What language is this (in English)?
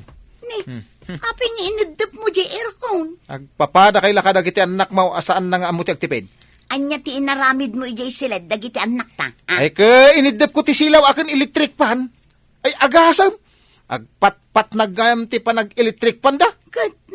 Iloko